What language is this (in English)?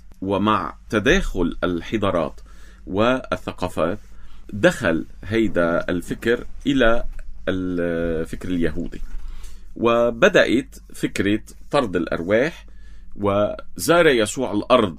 North Levantine Arabic